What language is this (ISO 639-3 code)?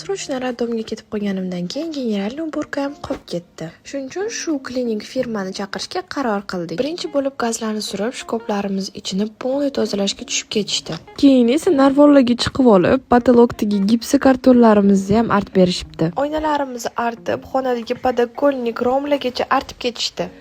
uzb